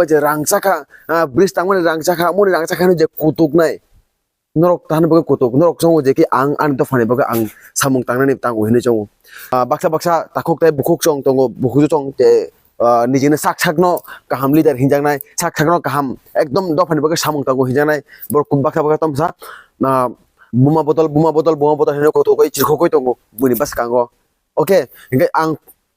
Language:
Kok Borok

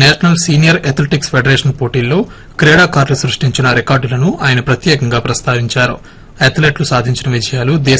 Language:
Telugu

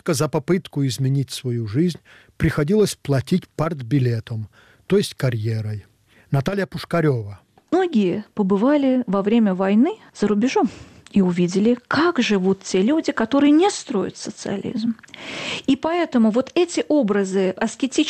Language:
Russian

